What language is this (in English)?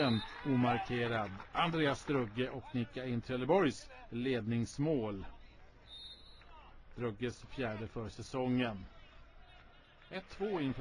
Swedish